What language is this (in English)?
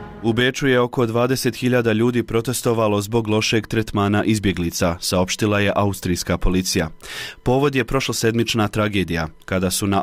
Bosnian